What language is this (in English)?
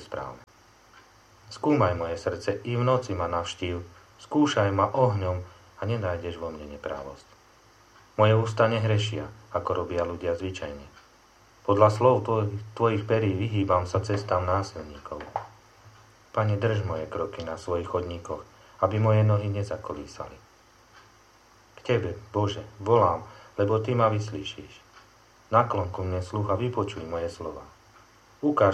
Slovak